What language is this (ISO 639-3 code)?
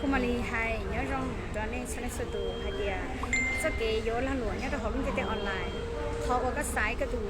hmn